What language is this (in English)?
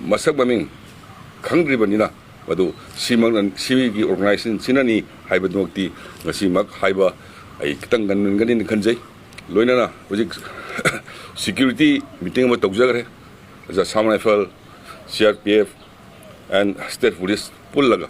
Manipuri